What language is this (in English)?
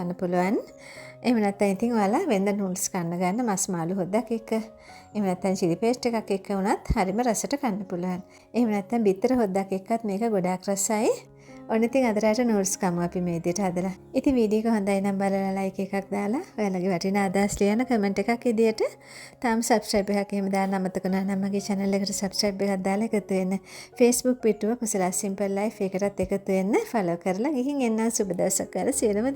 Sinhala